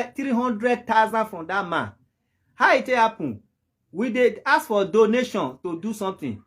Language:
Nigerian Pidgin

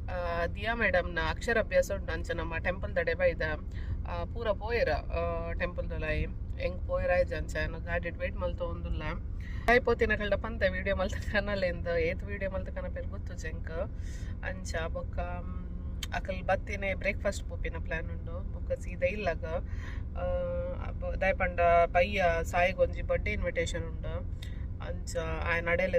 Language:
Tulu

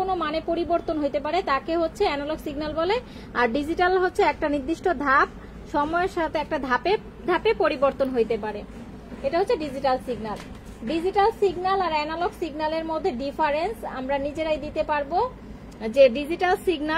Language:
Bangla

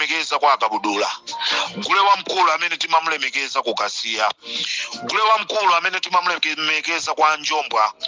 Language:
Nyanja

